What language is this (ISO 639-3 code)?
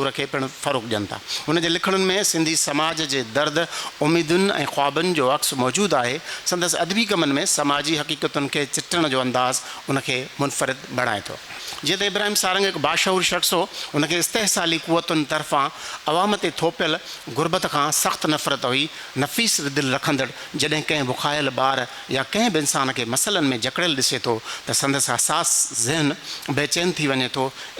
snd